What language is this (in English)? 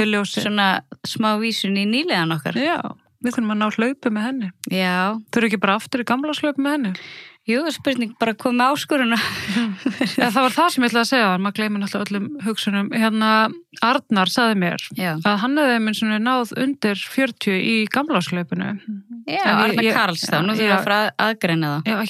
Icelandic